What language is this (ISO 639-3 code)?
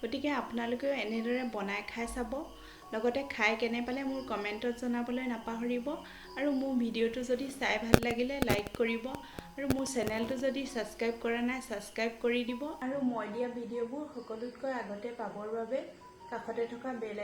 asm